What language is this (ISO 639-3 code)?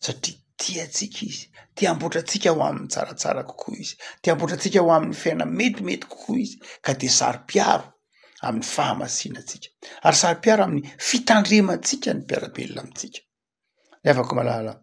mlg